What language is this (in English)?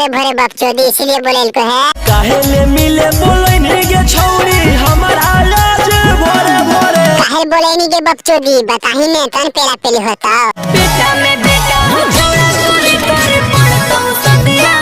Magahi